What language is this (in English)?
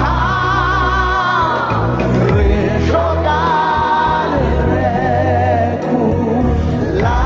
Southern Sotho